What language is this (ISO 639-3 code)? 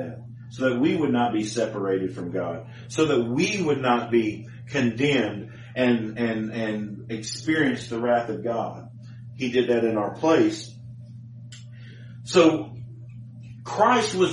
eng